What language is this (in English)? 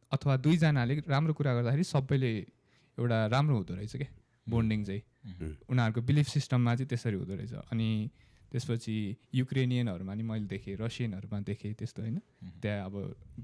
Nepali